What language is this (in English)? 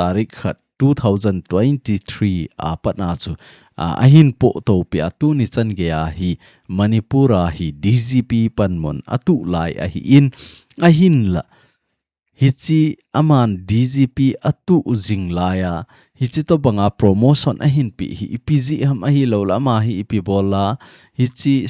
Thado Chin